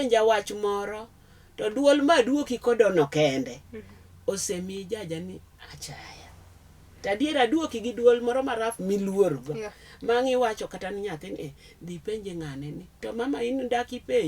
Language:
Luo (Kenya and Tanzania)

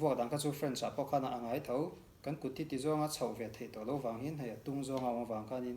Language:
Mizo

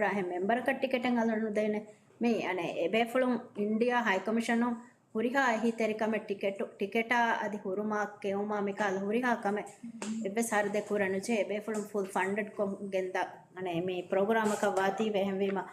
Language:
Divehi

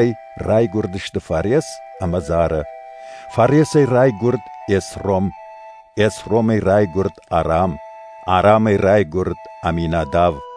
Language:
Ossetic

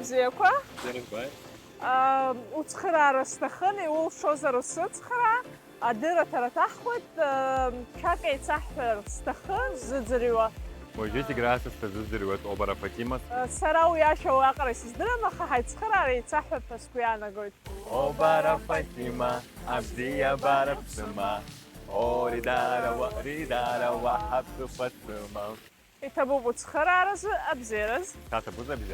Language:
Abkhazian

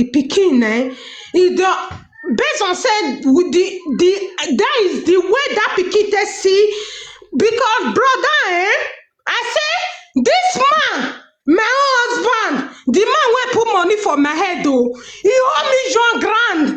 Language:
Nigerian Pidgin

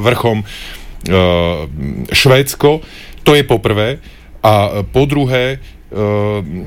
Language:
Slovak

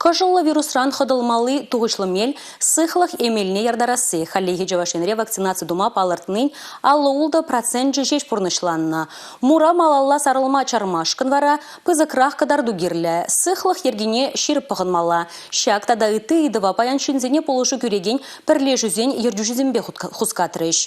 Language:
Chuvash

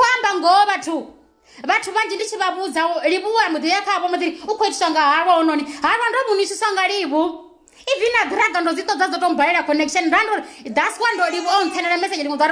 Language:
Venda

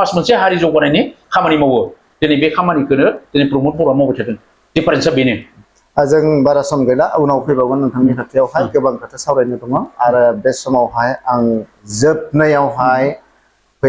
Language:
Bodo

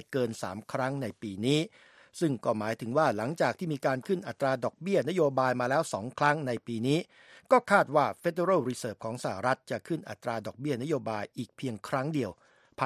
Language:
Thai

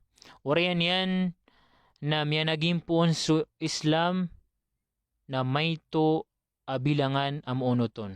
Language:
Maranao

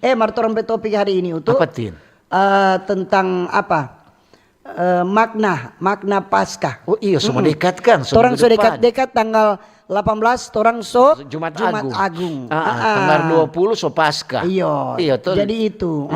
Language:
Manado Malay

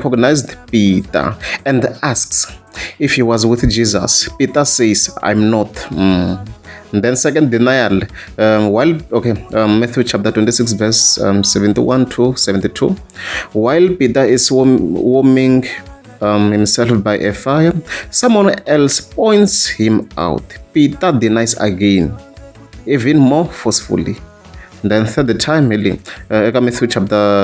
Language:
Tsonga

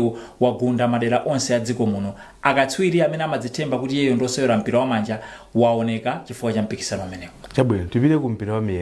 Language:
Nyanja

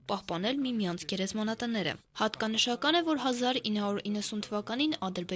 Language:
Armenian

